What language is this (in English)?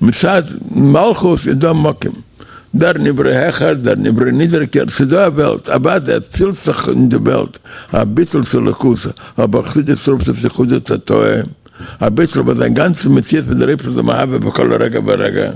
Yiddish